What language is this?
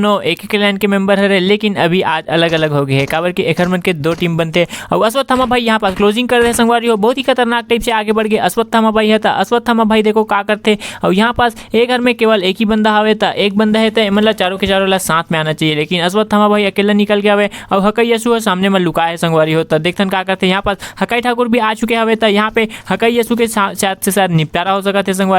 Chhattisgarhi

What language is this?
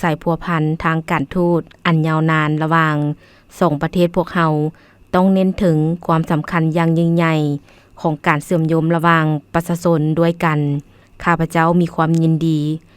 Lao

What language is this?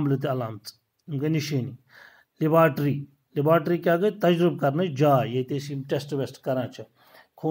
Kashmiri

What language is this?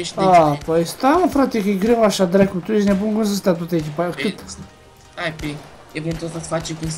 Romanian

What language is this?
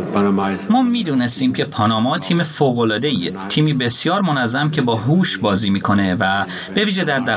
Persian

